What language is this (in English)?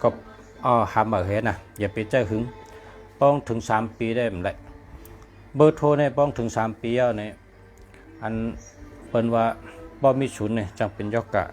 Shan